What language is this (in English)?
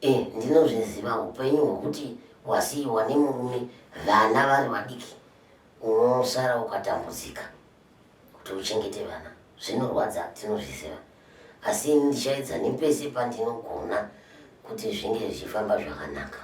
Shona